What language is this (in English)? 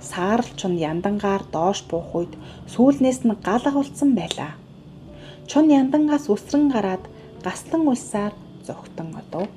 Mongolian